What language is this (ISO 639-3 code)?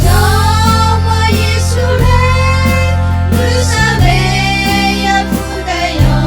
lhu